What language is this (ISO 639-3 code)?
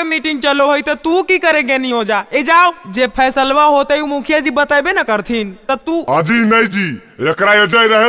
mag